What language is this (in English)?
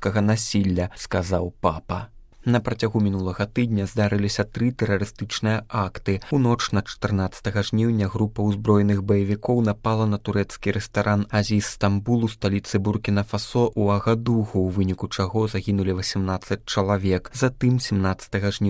Belarusian